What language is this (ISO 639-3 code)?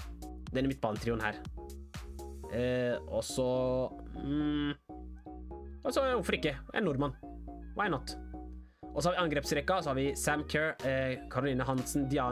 nor